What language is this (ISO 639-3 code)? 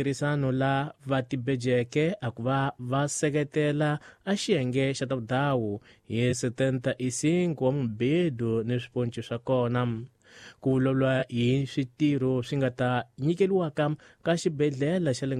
tso